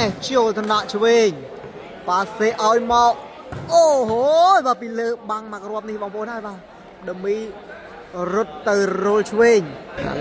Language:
Khmer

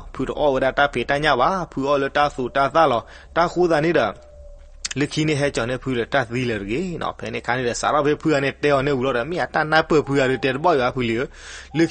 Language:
S'gaw Karen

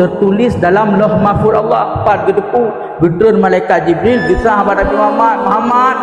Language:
Achinese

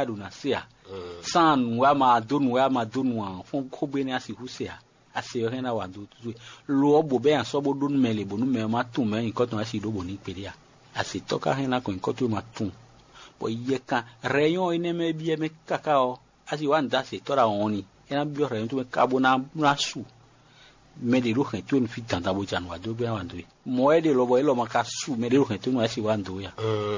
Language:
Fon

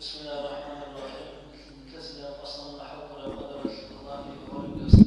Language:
Avaric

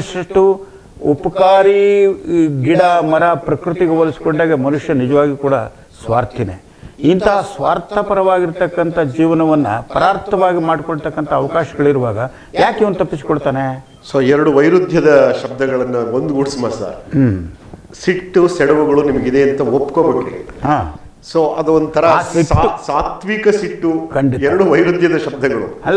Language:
Kannada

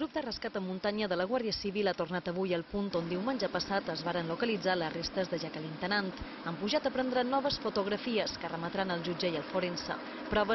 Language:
Catalan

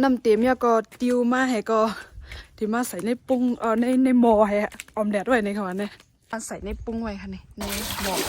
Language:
Shan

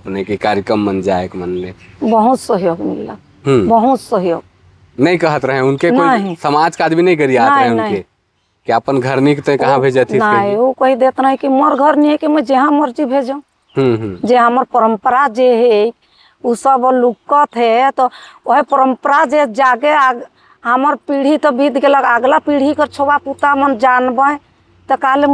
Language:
Sadri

